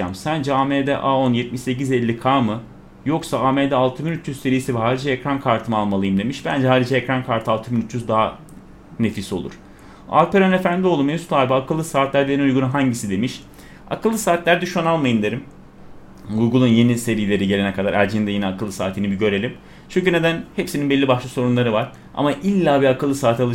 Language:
Turkish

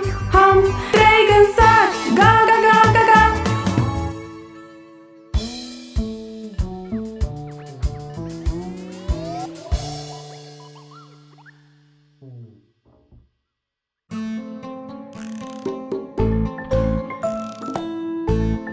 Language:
Romanian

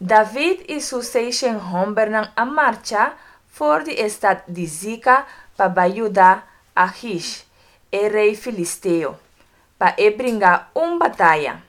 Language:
Papiamento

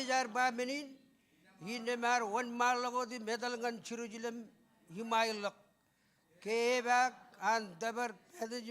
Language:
Marshallese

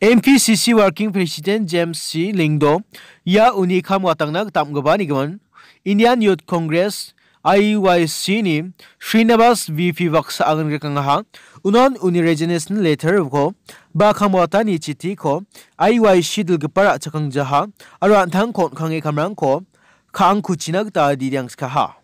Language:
Garo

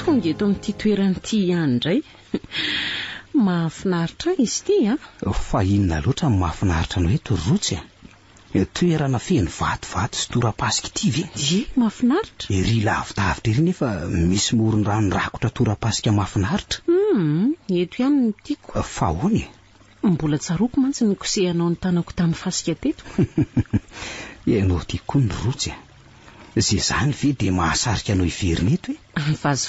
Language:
Malagasy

